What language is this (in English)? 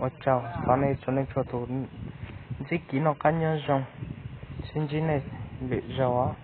Hmong